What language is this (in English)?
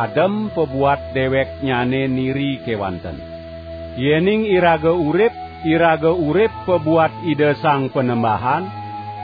Balinese